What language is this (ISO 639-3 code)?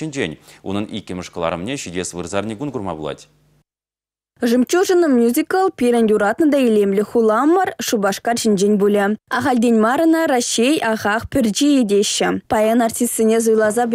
chv